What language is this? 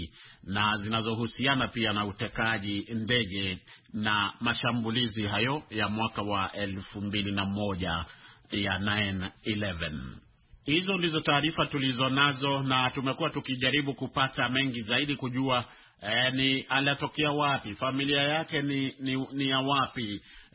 Swahili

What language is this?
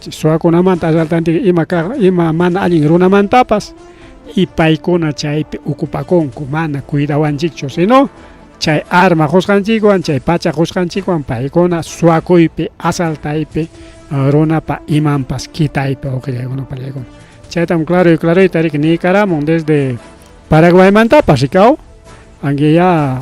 Ayacucho Quechua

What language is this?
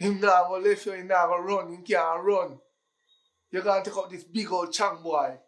Jamaican Creole English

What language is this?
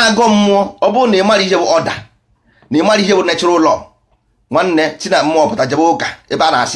Igbo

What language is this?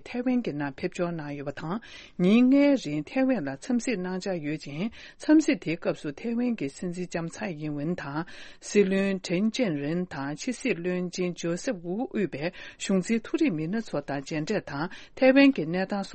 Tibetan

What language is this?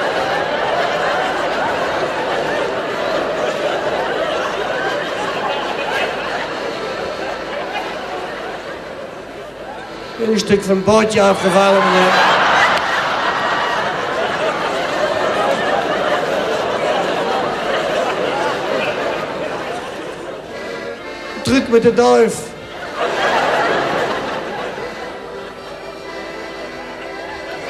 Dutch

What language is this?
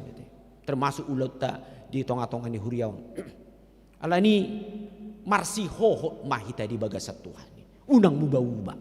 Batak Toba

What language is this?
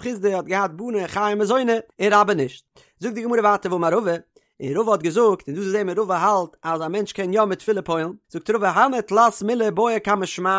Yiddish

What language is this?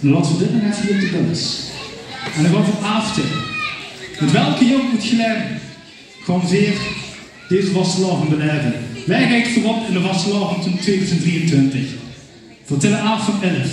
Limburgish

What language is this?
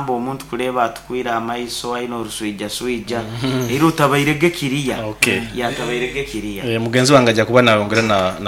Nyoro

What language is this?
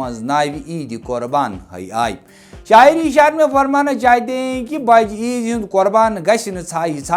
Kashmiri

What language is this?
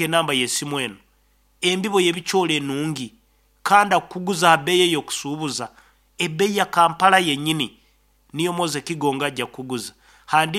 Nyankole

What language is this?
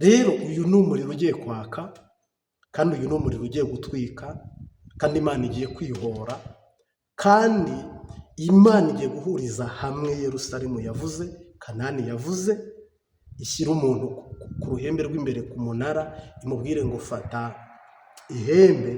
Kinyarwanda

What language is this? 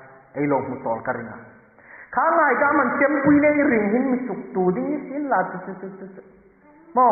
Hmar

